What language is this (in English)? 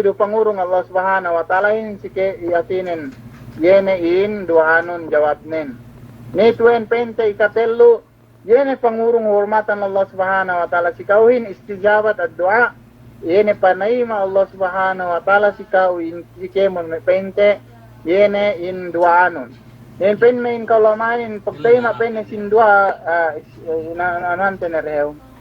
Yakan